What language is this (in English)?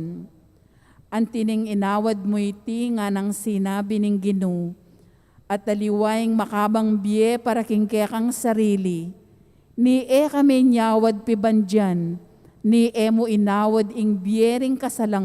Pampanga